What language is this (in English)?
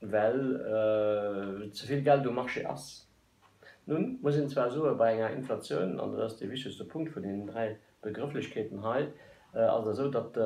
Luxembourgish